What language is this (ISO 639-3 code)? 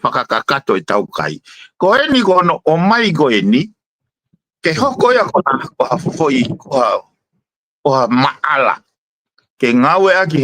ton